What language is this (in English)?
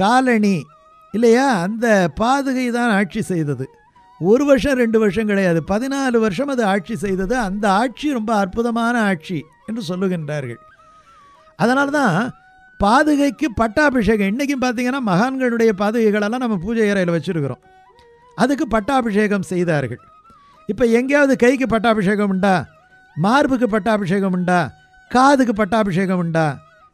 Tamil